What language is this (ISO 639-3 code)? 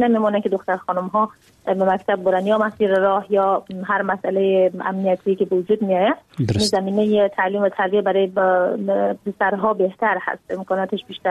fas